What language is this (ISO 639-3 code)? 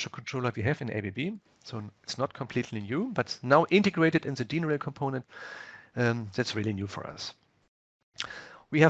eng